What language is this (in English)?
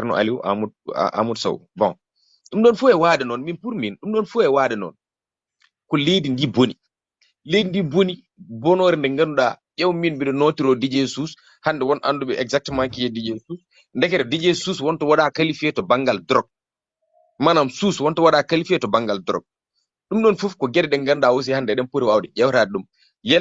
Fula